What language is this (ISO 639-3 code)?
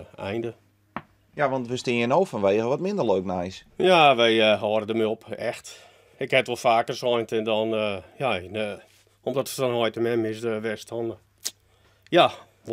fry